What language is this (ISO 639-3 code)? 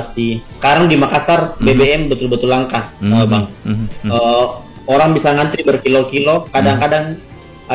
ind